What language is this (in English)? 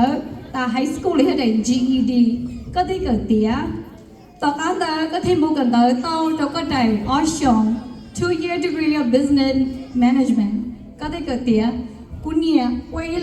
Hmong